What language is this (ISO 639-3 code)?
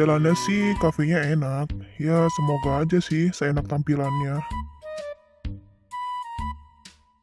ind